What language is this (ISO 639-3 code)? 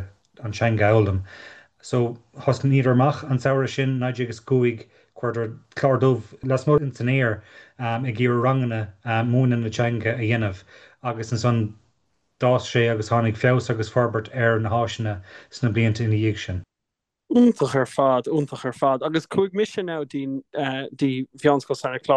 gle